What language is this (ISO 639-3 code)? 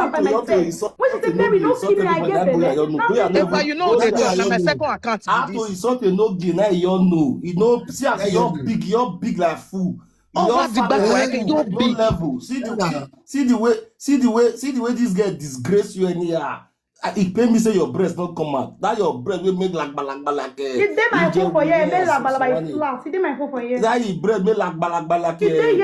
pcm